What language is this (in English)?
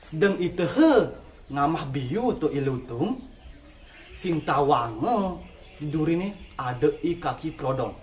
Balinese